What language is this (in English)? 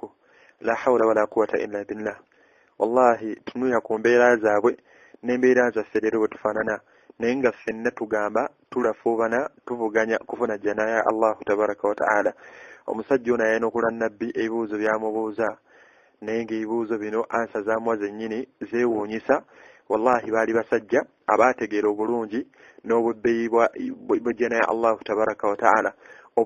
Ganda